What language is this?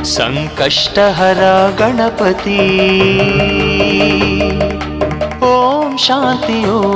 Kannada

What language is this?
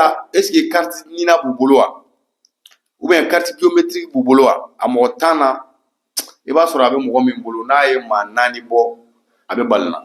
Bambara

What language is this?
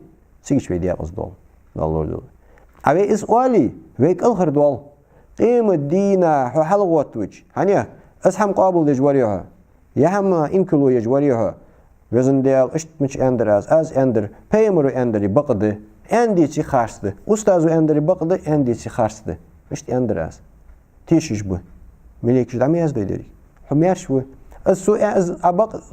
Ingush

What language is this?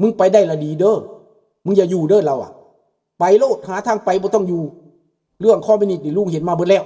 Lao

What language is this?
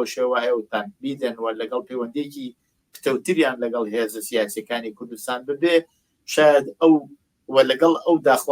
Central Kurdish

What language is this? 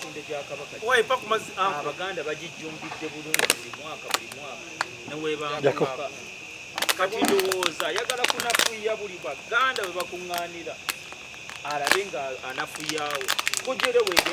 Ganda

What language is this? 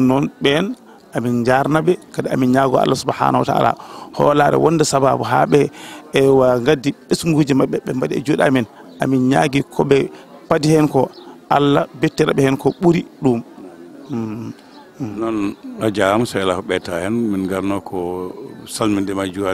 Fula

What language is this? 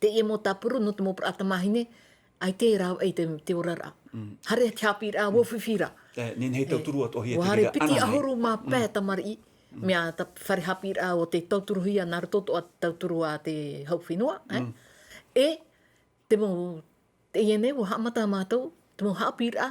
Tahitian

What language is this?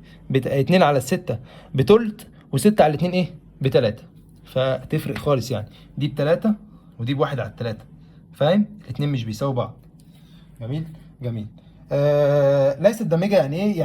Egyptian Arabic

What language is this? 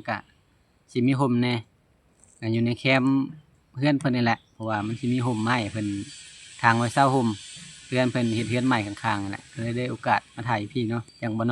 Lao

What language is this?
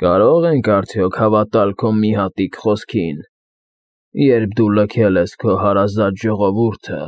Armenian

